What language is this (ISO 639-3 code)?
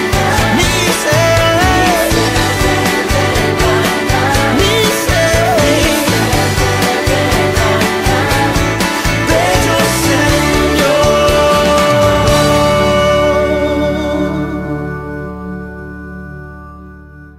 spa